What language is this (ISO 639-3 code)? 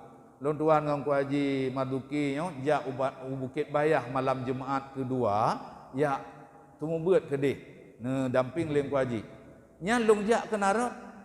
ace